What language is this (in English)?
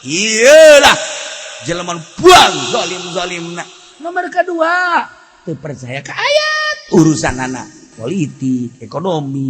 Sundanese